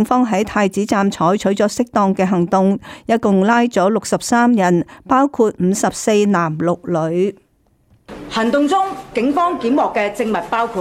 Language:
Cantonese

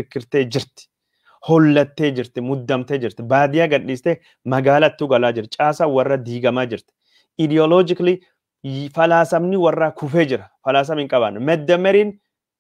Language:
Oromo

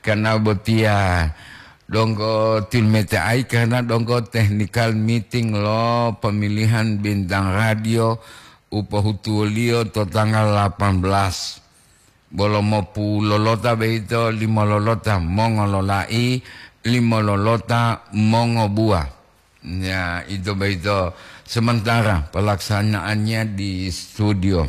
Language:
Gorontalo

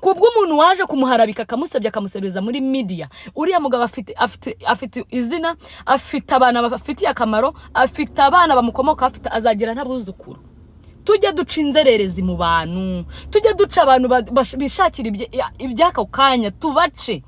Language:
Kinyarwanda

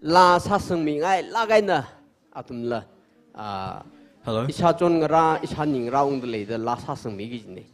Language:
Tangkhul Naga (India)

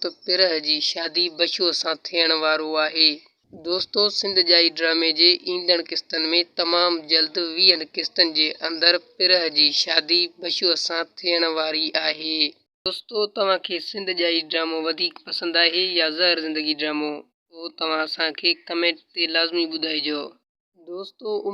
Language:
Sindhi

